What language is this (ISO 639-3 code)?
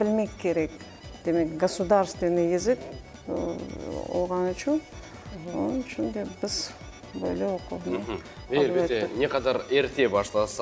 crh